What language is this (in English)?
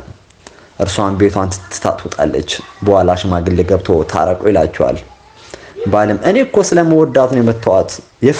Amharic